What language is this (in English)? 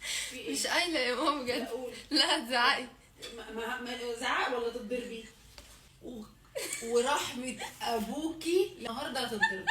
Egyptian Arabic